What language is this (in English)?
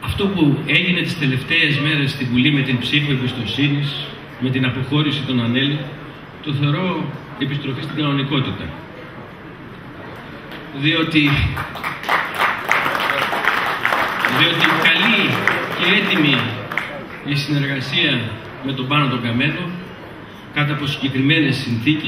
Greek